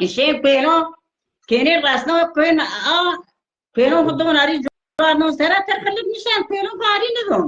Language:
Zaza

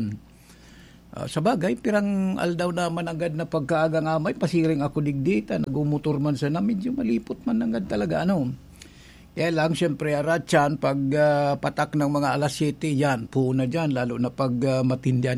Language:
Bikol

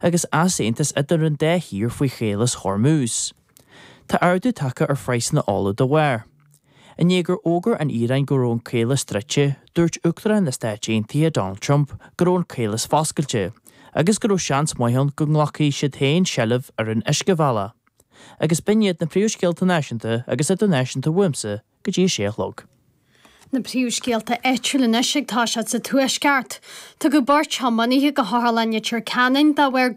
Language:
Irish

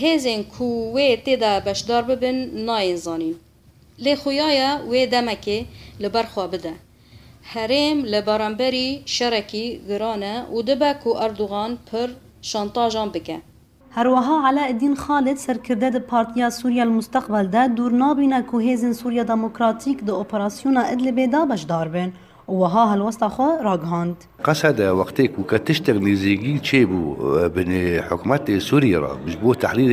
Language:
Kurdish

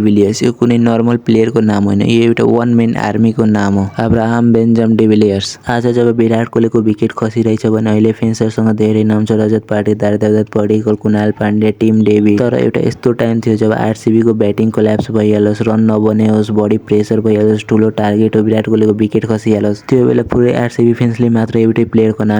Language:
Nepali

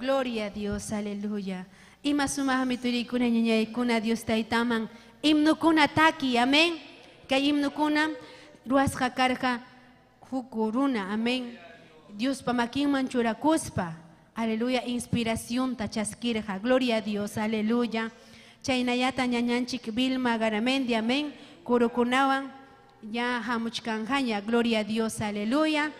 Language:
Ayacucho Quechua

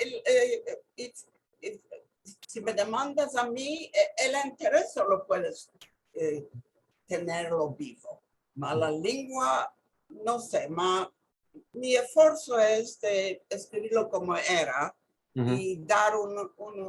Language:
Ladino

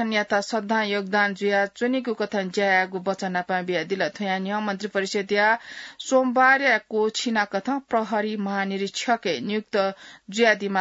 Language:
Newari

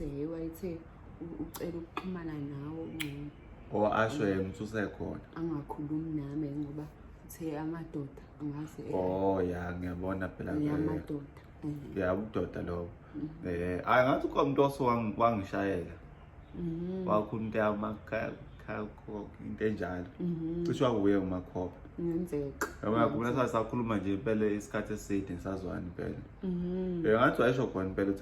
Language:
Zulu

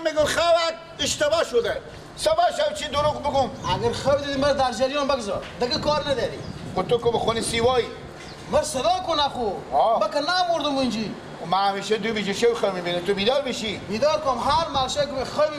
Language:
Persian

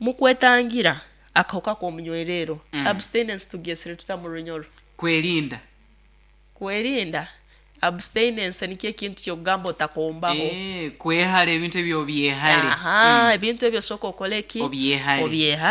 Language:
Nyoro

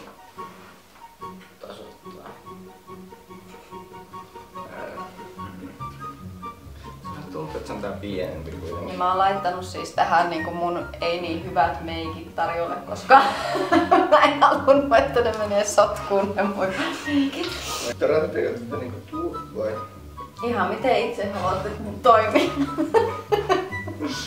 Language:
Finnish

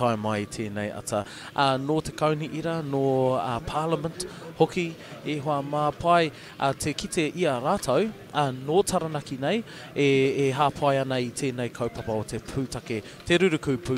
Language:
Māori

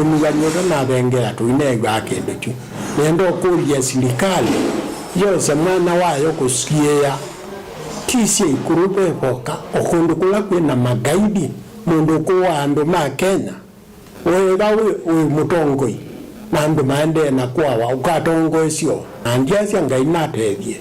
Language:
Kamba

